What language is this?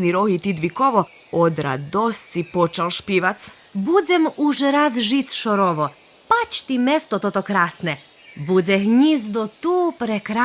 Rusyn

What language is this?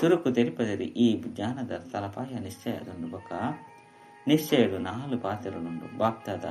Tulu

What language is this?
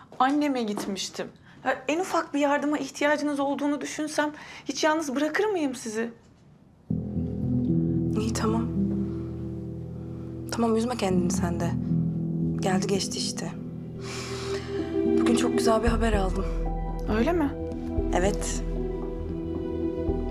Turkish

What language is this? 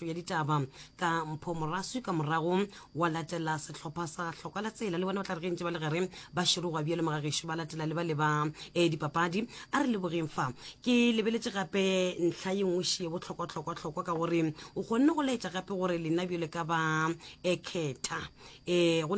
Northern Sotho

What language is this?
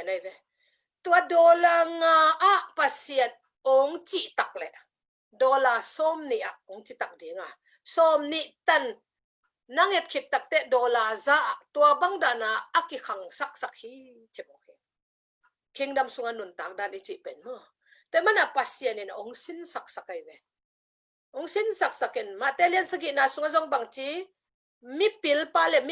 Tedim Chin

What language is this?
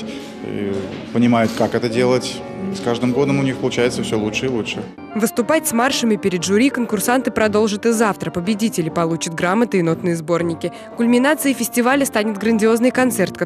Russian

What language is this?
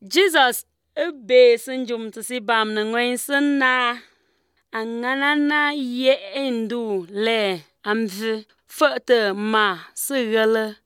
Azerbaijani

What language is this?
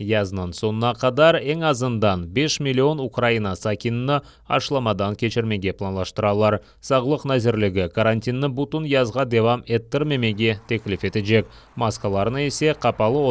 Crimean Tatar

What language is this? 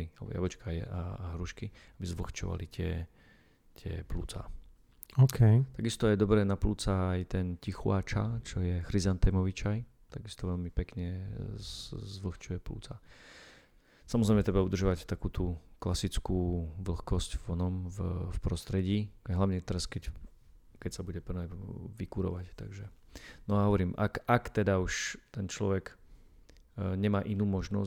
Slovak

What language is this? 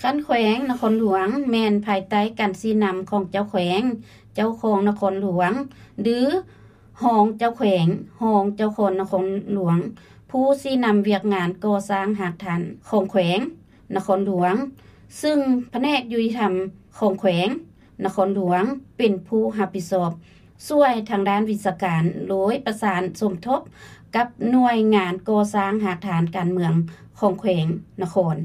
Lao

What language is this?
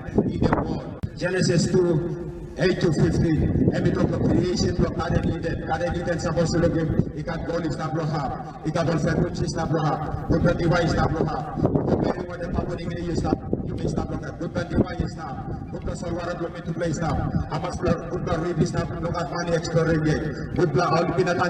Tok Pisin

